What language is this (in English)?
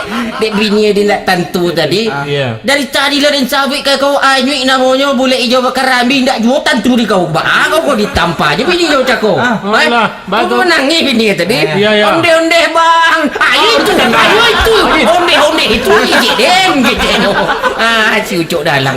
Minangkabau